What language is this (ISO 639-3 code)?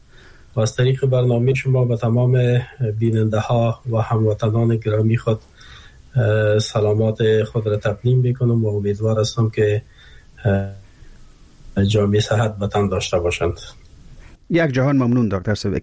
fas